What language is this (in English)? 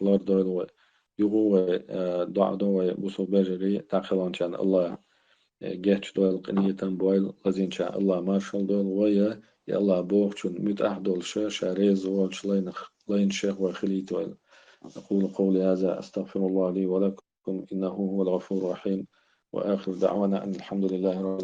Chechen